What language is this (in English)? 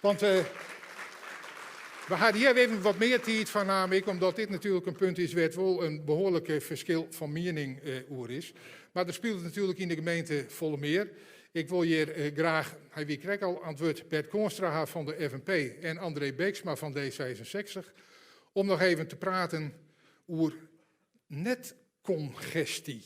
Western Frisian